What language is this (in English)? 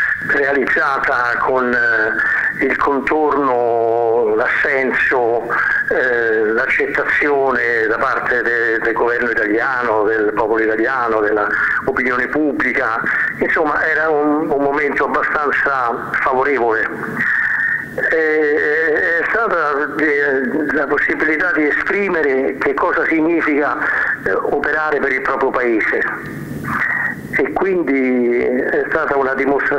Italian